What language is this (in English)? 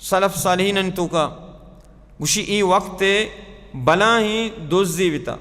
Baluchi